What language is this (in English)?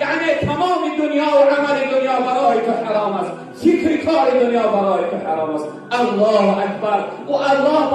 Tajik